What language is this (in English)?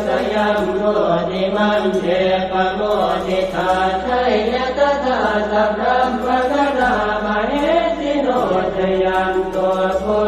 Pali